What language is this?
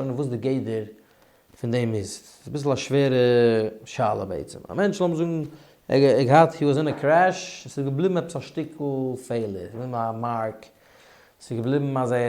Yiddish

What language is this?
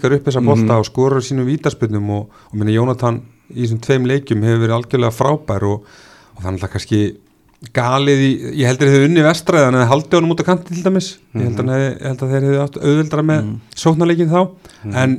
Icelandic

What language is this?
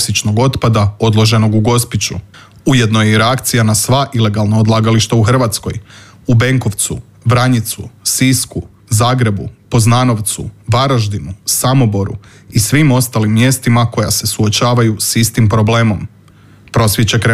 Croatian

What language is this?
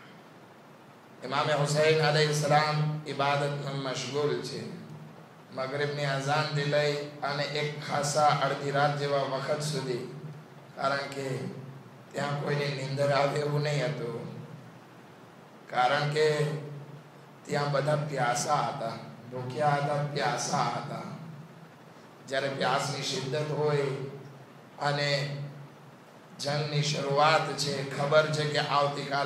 Gujarati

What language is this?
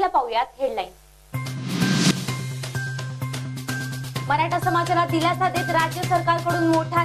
Marathi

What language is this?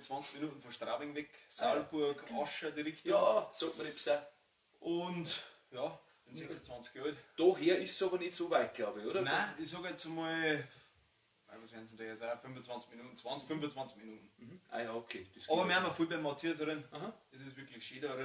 Bavarian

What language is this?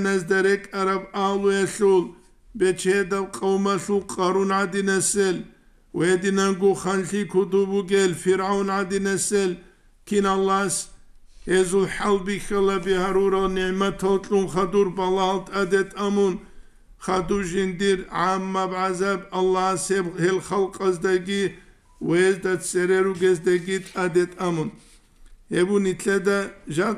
Avaric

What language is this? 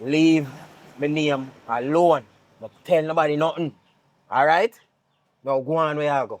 Jamaican Creole English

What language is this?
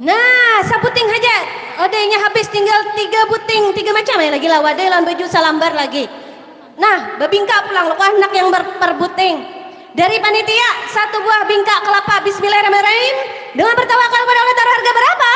Banjar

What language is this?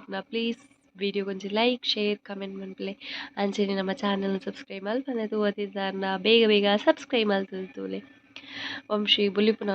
Tulu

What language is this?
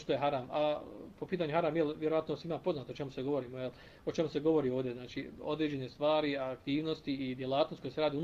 Bosnian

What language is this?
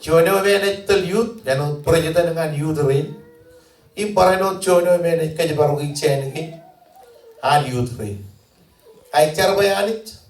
Marshallese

